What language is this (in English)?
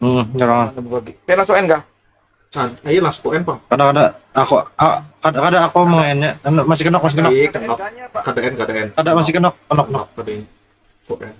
Banjar